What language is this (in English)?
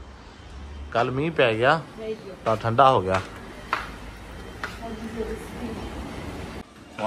Punjabi